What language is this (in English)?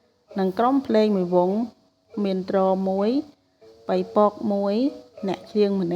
Khmer